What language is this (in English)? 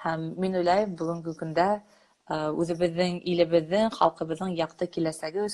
Bashkir